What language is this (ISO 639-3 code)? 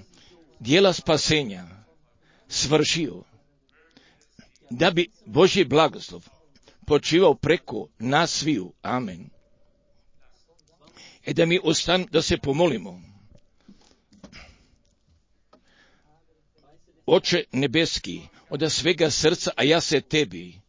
hrv